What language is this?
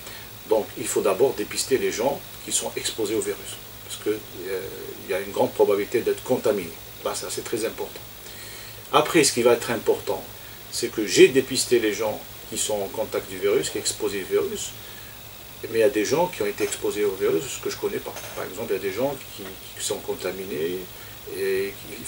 French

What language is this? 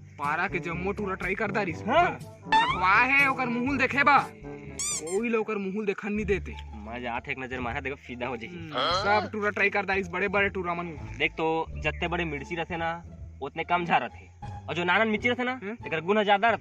Chhattisgarhi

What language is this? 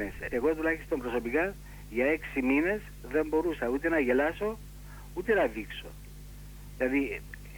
Greek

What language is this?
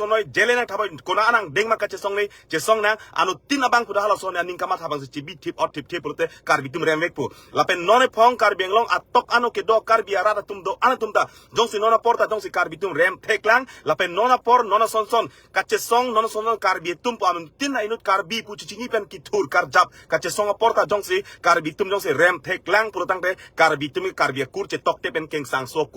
Karbi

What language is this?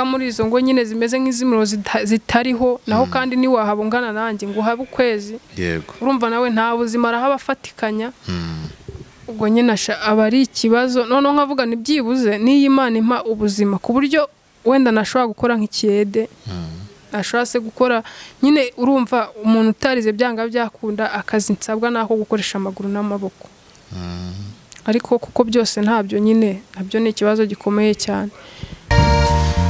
Kinyarwanda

